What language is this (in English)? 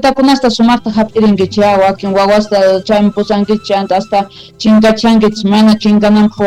Quechua